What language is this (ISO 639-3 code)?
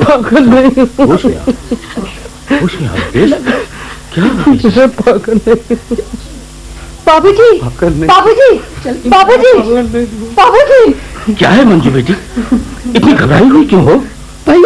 hin